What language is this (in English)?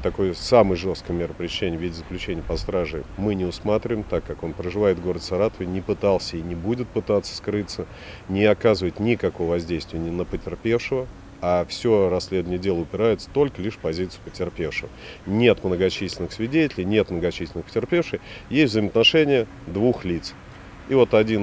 Russian